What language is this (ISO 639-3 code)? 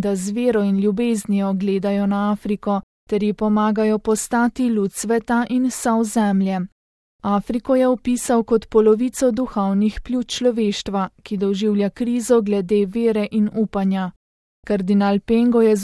slv